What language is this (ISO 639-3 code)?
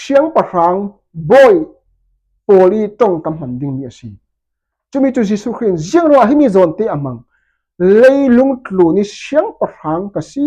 cfm